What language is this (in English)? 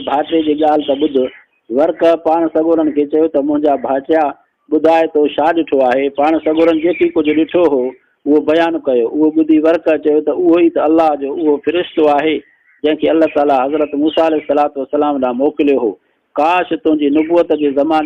Sindhi